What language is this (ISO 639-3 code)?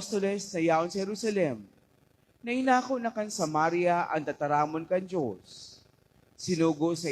bik